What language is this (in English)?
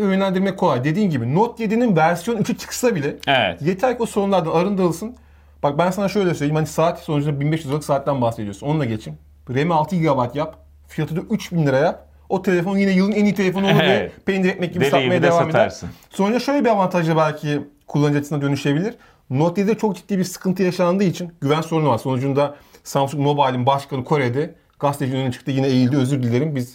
Turkish